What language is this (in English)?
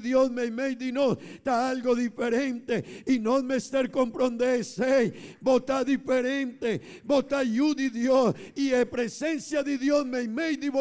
Papiamento